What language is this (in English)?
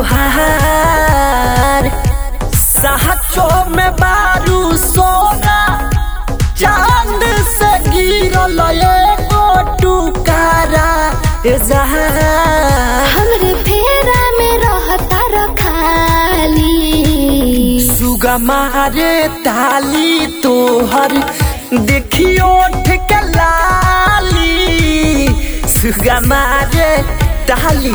Bhojpuri